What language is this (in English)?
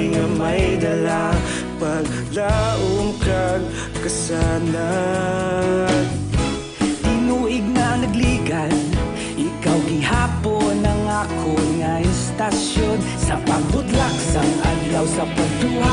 Hiligaynon